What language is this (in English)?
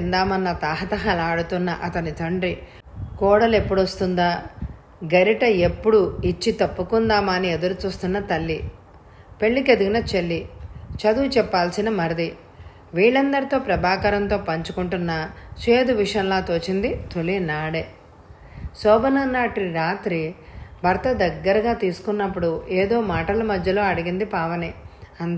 Telugu